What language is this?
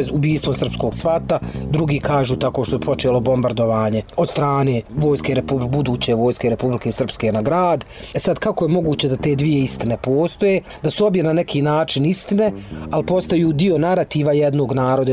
Bosnian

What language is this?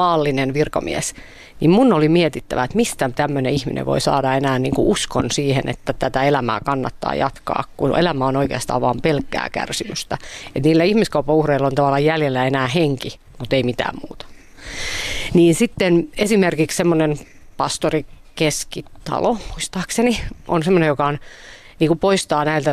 Finnish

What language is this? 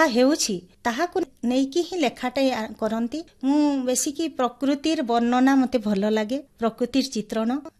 Odia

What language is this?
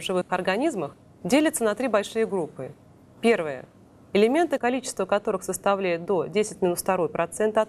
Russian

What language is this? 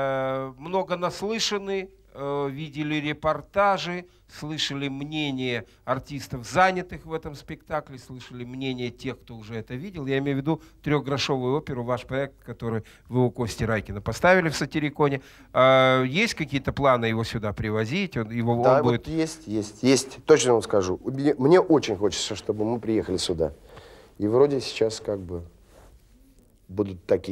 Russian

